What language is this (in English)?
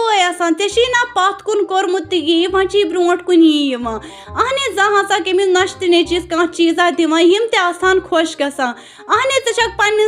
Kashmiri